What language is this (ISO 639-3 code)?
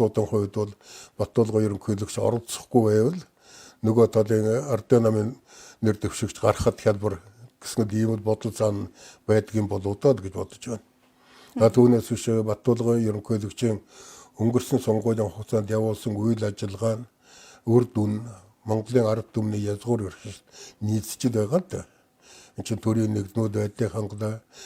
mon